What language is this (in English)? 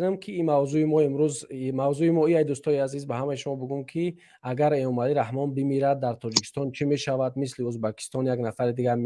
Tajik